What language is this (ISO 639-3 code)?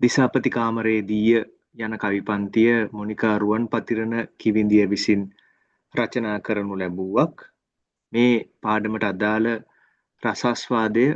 sin